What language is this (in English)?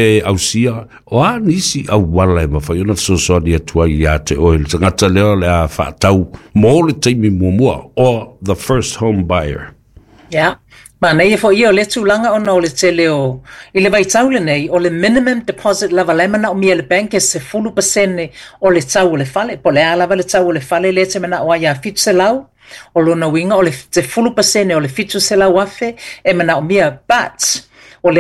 Samoan